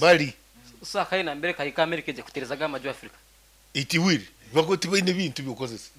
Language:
Nyankole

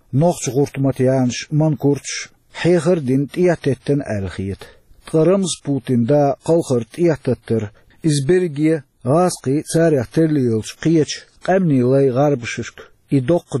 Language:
Chechen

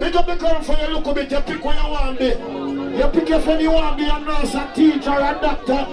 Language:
Jamaican Creole English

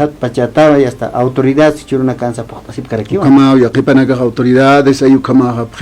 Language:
Aymara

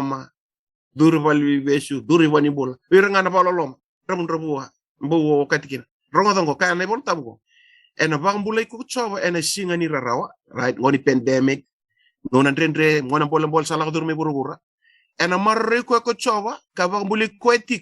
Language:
Fijian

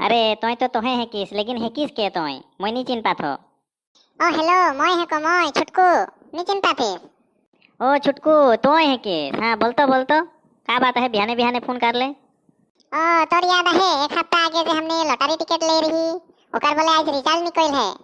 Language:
Sadri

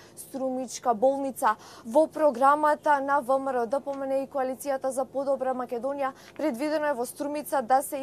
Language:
Macedonian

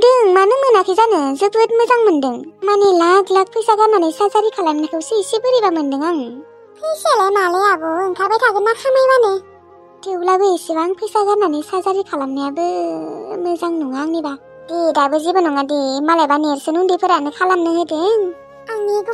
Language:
Bodo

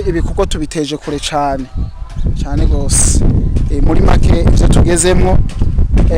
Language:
Rundi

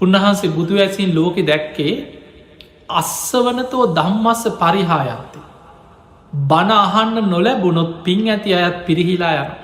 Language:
Sinhala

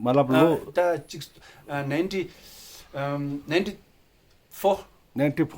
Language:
Ladakhi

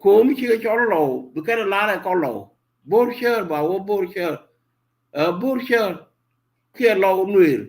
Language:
Nuer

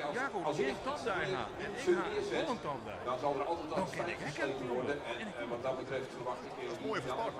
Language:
Western Frisian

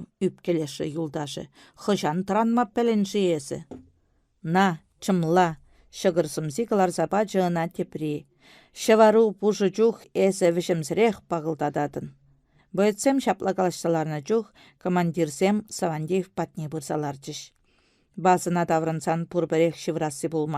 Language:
Chuvash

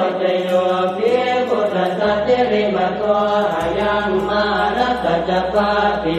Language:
Pali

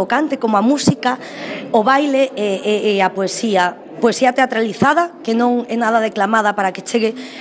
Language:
Galician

